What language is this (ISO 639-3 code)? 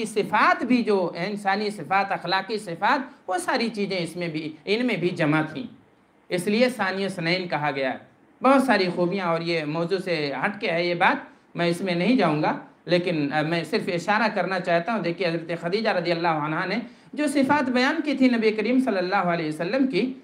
urd